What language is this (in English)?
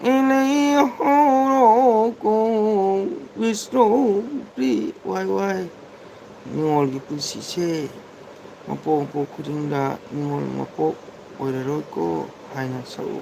Manipuri